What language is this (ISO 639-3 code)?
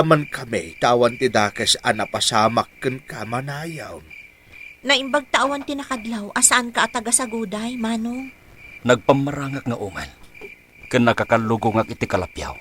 ilo